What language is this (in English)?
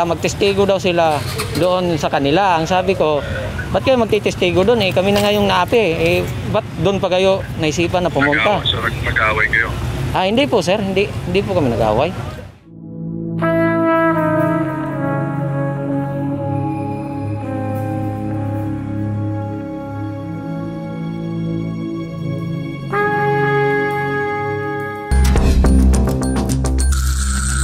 Filipino